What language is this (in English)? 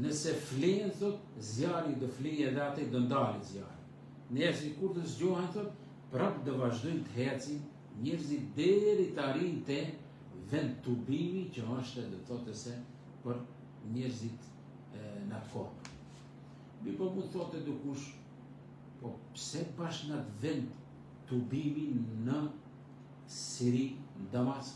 Albanian